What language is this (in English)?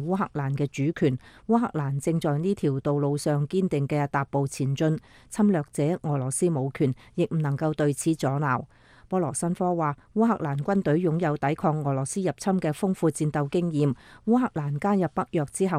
Cantonese